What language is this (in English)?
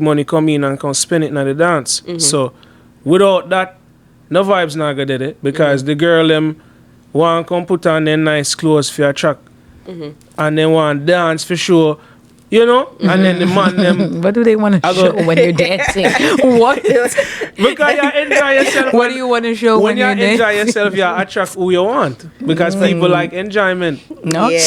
Jamaican Creole English